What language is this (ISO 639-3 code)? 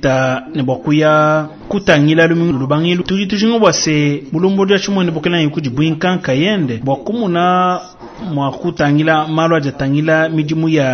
lua